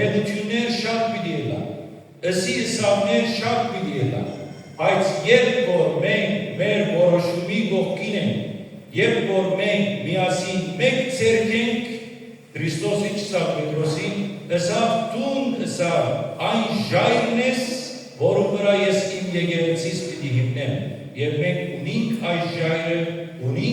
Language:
Western Armenian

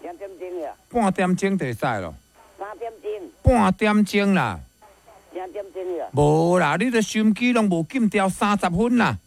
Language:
Min Nan Chinese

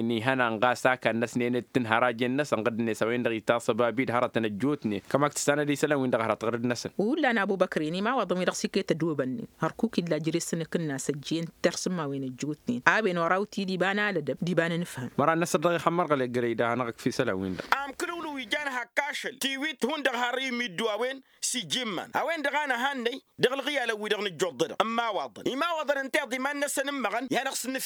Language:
Tamasheq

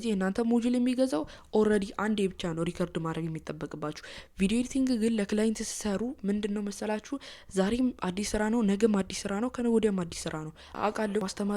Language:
Amharic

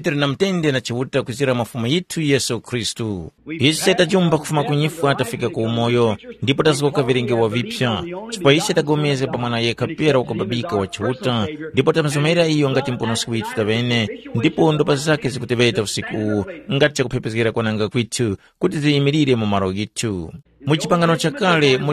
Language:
Tumbuka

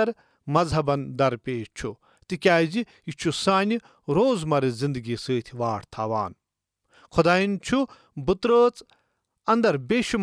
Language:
Kashmiri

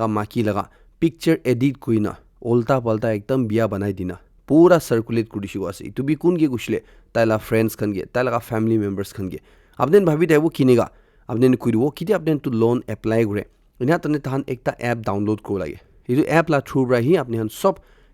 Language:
Naga Pidgin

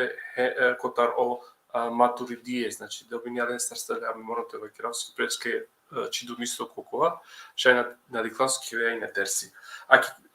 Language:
Balkan Romani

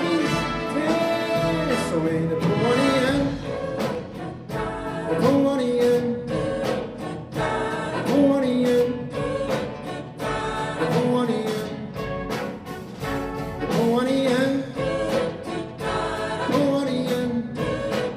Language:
Norwegian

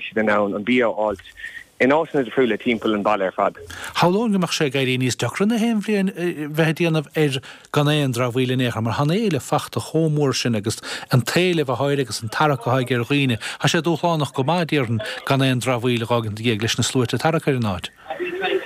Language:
Irish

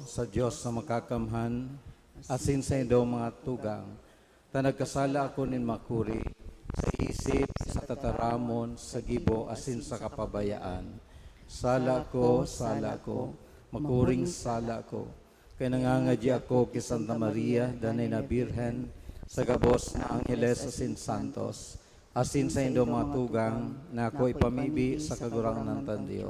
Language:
Bikol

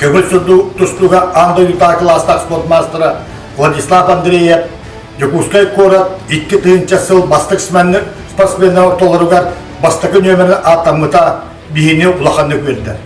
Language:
Yakut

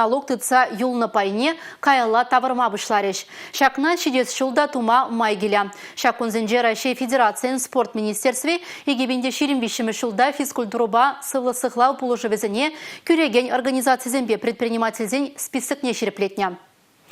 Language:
Chuvash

